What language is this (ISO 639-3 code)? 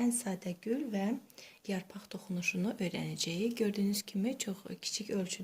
aze